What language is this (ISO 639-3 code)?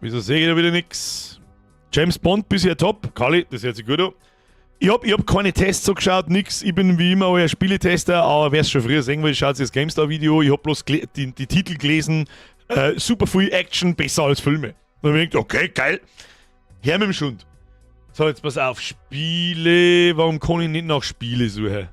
bar